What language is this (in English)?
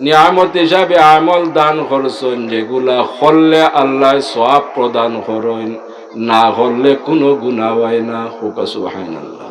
Sylheti